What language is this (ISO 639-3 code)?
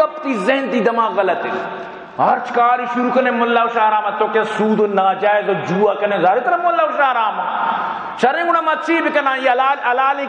bgp